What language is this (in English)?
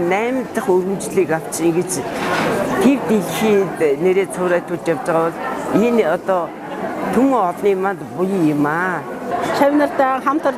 Mongolian